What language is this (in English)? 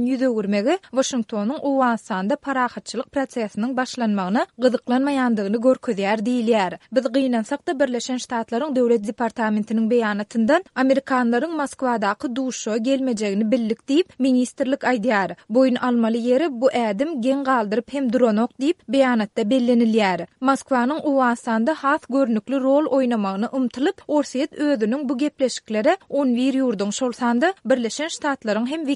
Turkmen